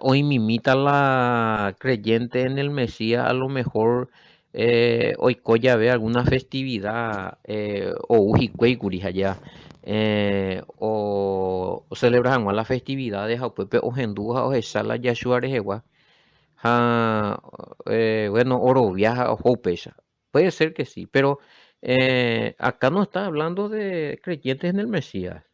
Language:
Guarani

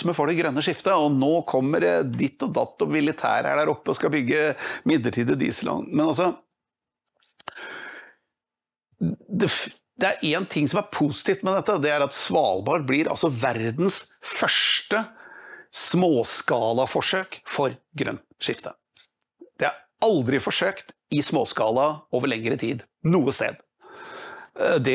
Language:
Norwegian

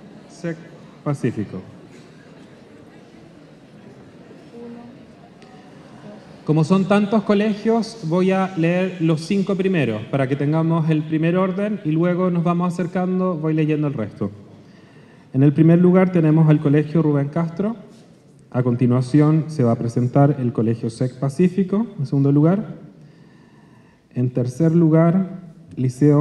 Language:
Spanish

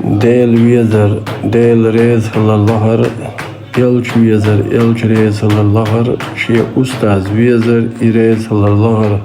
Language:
Chechen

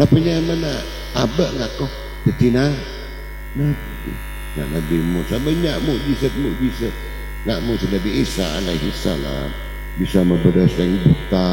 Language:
Madurese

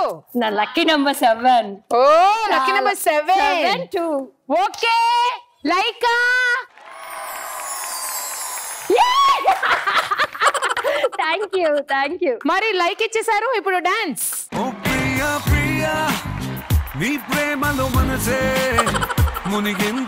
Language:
Telugu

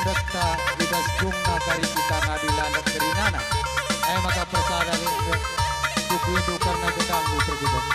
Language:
Batak Karo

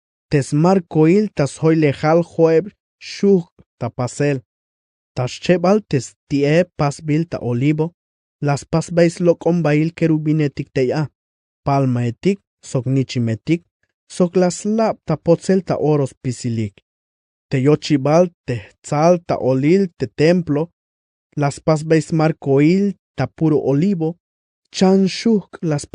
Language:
Tzeltal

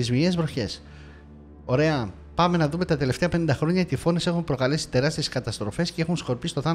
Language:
Greek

